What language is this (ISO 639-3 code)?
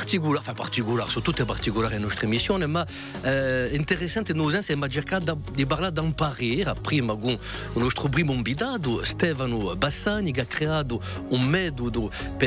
cos